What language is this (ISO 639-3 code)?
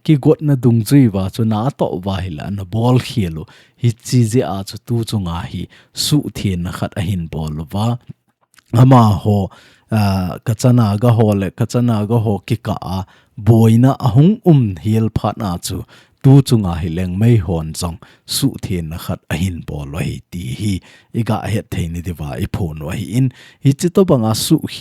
tcz